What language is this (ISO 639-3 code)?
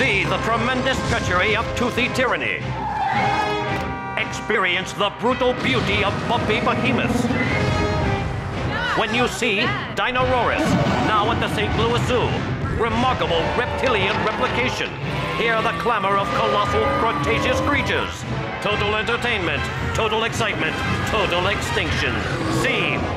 eng